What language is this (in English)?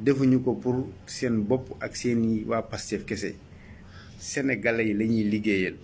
Wolof